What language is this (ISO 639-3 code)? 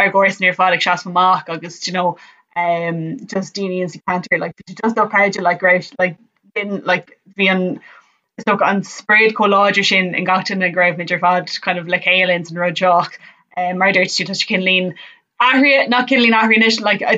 gle